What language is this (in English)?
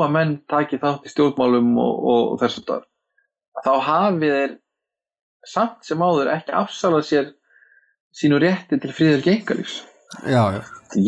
Icelandic